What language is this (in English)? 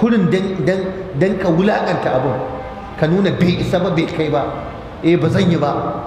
Hausa